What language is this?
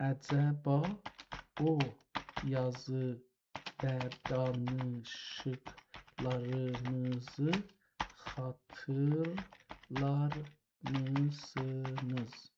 South Azerbaijani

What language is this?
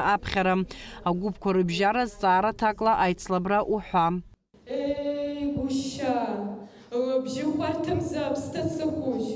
Abkhazian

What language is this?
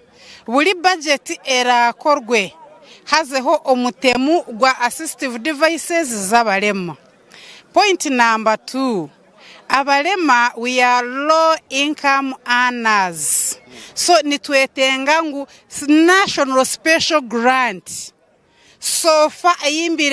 Nyankole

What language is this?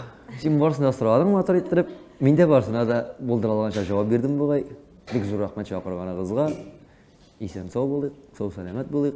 Tatar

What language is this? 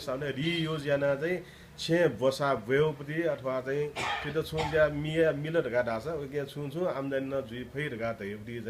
Newari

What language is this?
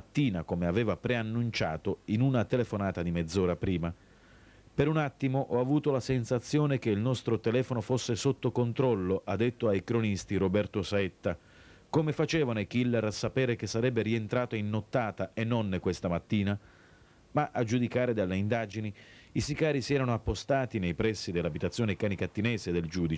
Italian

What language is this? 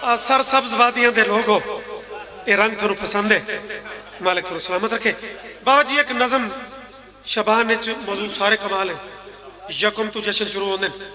Pahari-Potwari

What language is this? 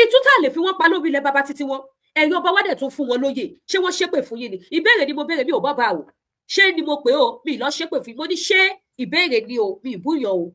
Yoruba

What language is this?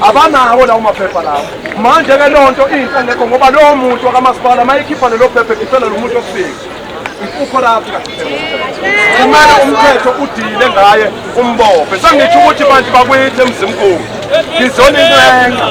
Zulu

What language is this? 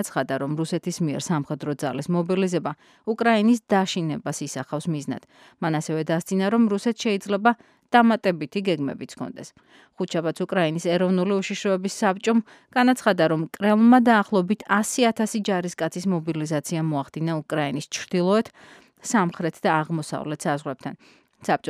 Georgian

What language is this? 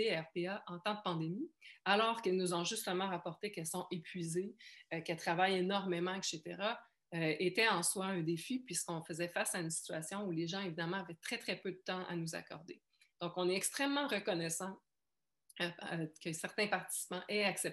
French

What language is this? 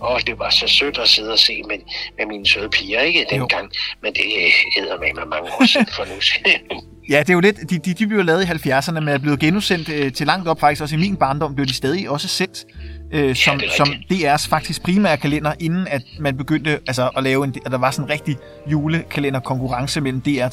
Danish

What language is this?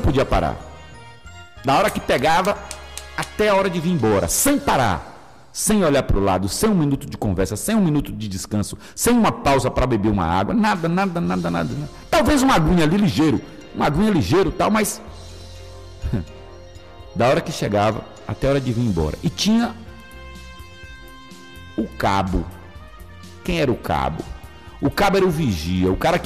Portuguese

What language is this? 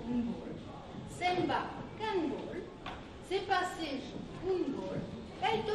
Occitan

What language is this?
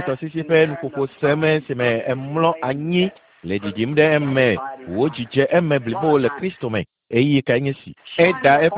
Ewe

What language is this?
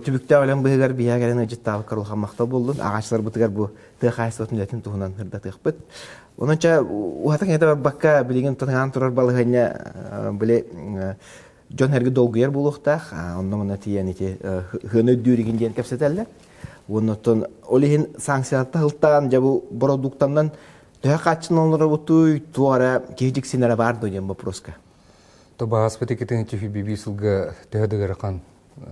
Yakut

